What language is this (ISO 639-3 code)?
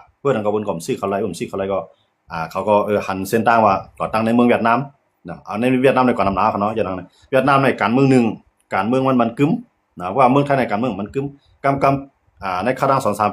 shn